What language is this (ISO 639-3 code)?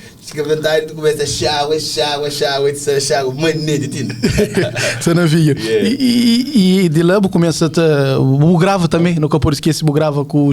kea